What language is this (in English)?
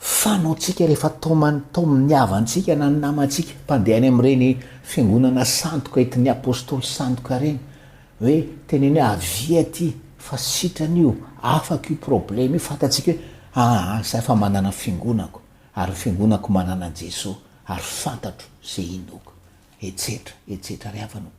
Malagasy